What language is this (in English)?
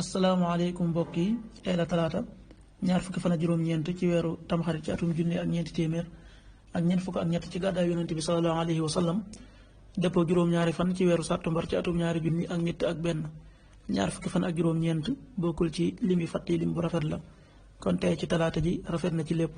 Wolof